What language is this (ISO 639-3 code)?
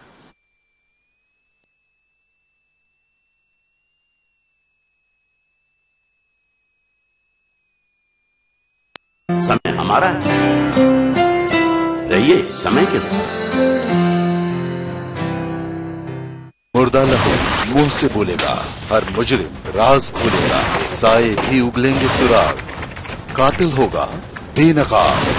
urd